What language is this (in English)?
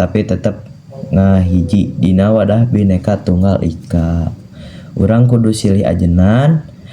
Sundanese